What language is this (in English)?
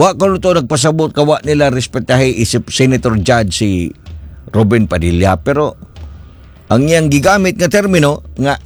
Cebuano